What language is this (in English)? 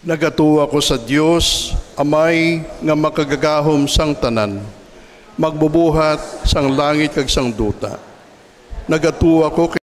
Hiligaynon